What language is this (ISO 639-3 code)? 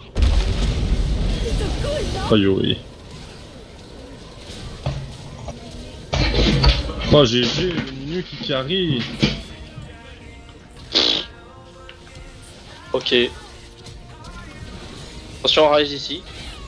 fra